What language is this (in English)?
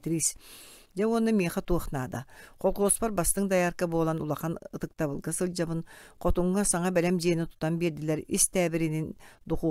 Yakut